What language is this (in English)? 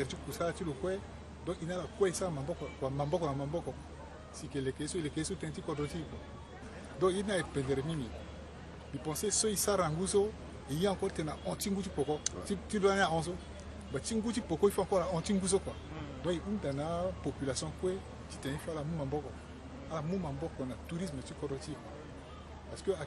Sango